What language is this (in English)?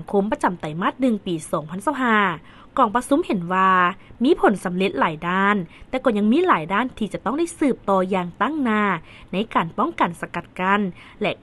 Lao